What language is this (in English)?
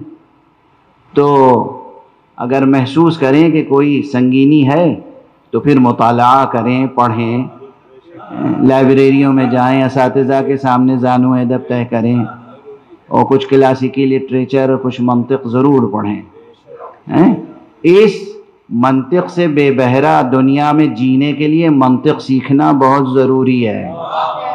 Urdu